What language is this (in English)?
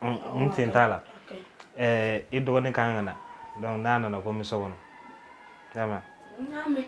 Bambara